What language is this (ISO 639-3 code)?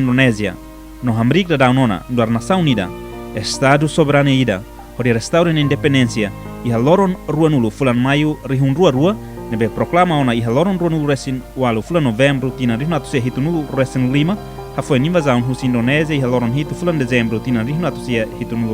tet